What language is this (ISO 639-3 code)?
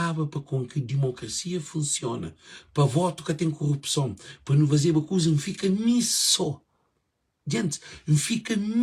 kea